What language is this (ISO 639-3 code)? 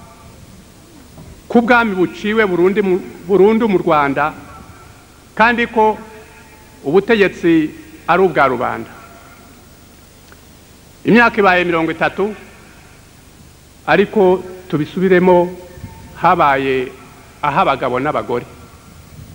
kin